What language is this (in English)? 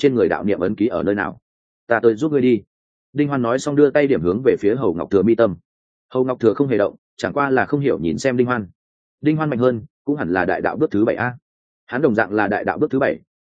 Vietnamese